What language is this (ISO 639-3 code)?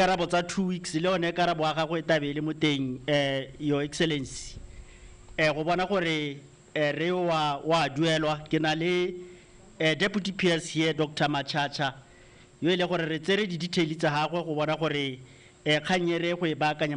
tsn